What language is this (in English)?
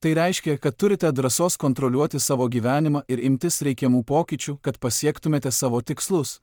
Lithuanian